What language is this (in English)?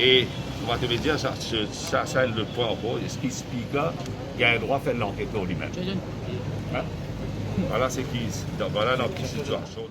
Morisyen